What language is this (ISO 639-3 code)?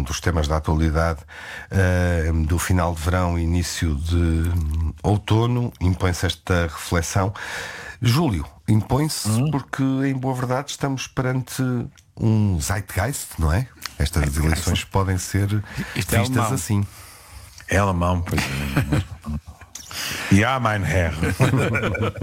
por